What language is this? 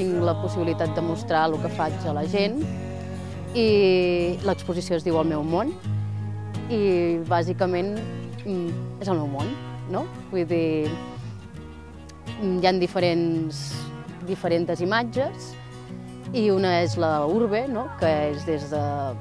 Catalan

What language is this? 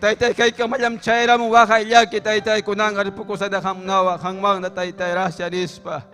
Ayacucho Quechua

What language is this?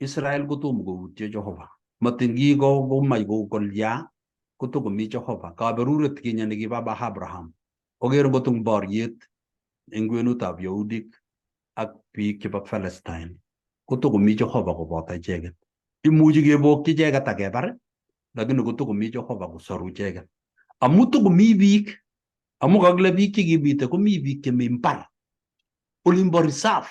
Kalenjin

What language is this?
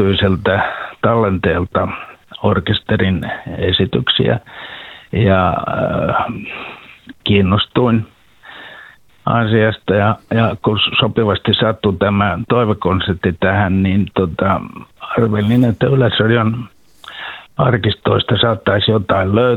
Finnish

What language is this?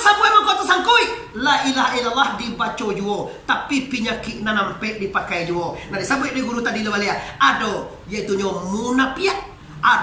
Minangkabau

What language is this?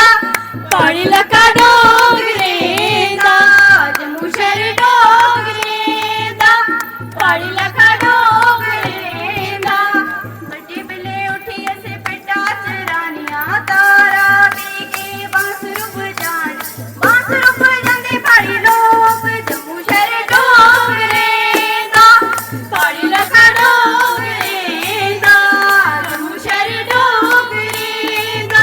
Dogri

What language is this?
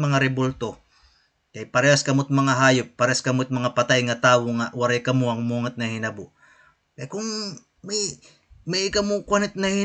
Waray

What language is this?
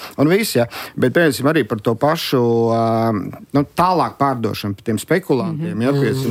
Latvian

